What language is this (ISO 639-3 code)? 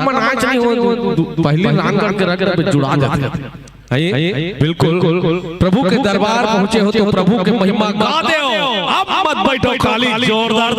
hne